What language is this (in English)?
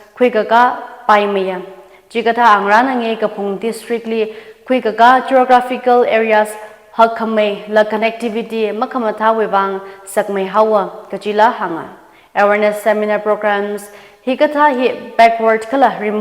Tangkhul Naga (India)